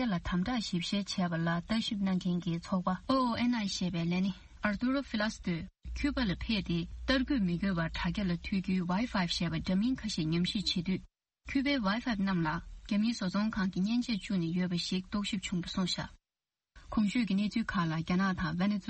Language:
Tibetan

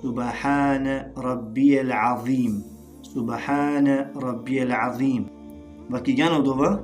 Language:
Balkan Romani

